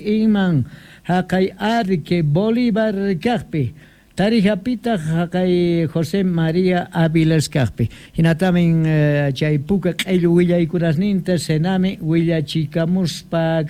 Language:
South Bolivian Quechua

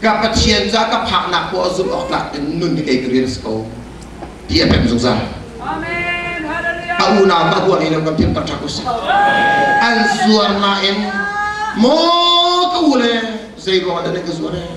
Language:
Hakha Chin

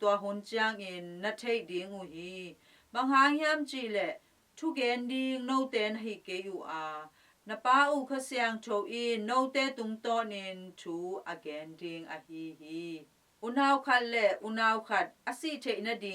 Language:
Tedim Chin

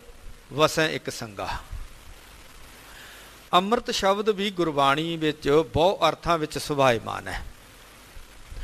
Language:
Punjabi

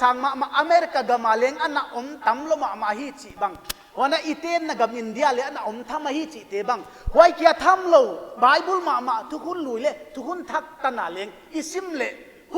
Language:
Paite Chin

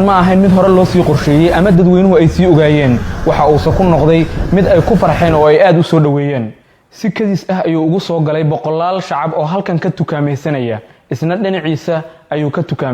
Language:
Somali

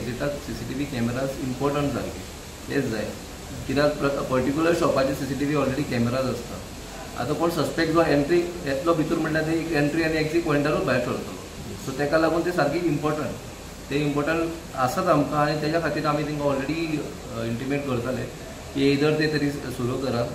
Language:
Konkani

